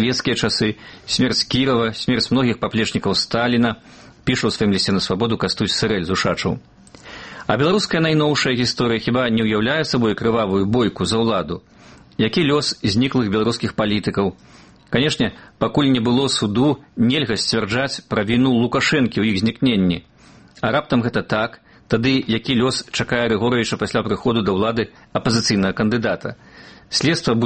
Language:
Belarusian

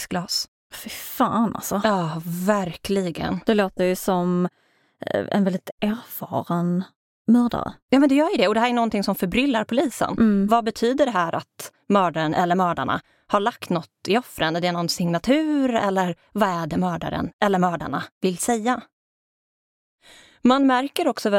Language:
Swedish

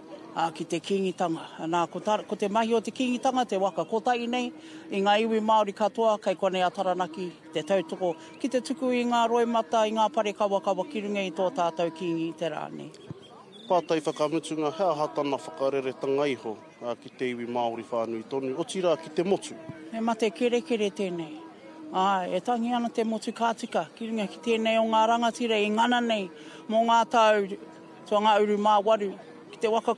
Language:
Māori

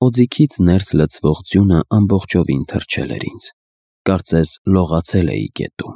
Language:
Armenian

